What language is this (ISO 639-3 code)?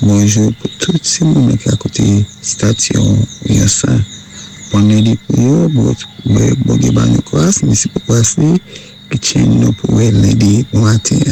acf